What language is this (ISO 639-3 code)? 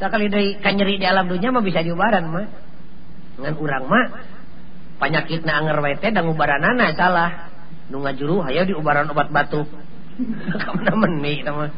sun